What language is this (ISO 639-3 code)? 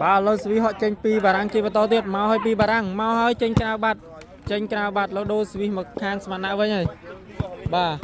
khm